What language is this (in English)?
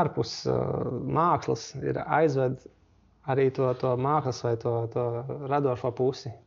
Latvian